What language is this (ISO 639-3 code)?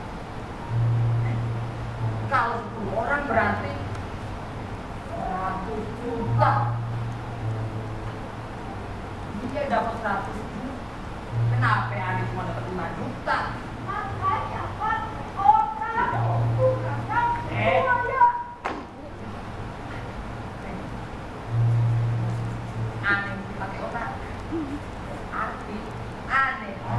ind